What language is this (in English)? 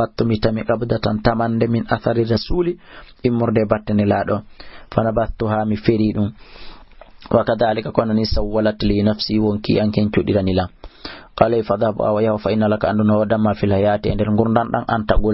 Fula